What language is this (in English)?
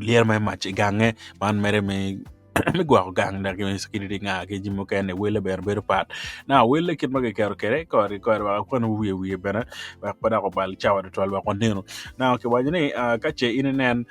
Acoli